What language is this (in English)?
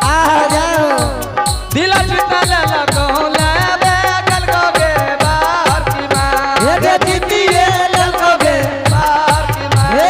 Angika